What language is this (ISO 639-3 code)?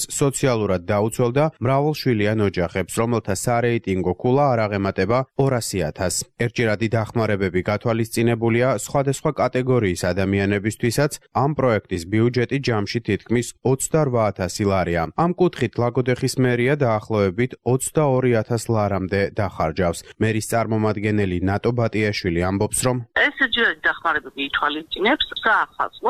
kat